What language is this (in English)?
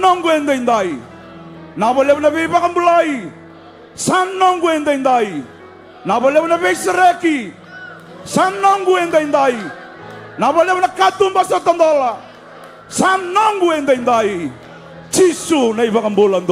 Fijian